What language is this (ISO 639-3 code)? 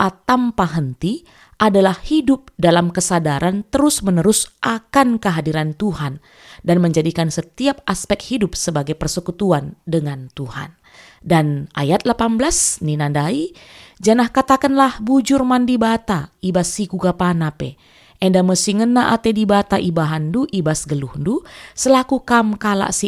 btx